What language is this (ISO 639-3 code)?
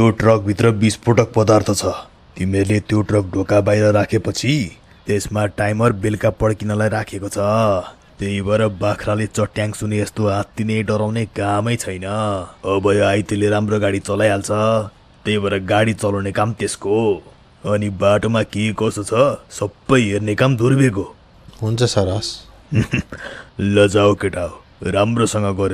nep